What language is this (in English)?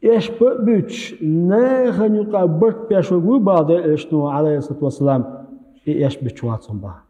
Chechen